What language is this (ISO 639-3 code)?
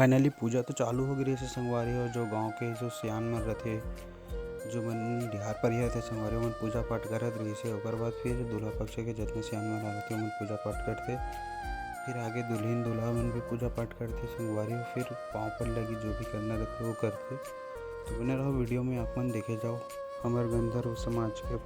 hne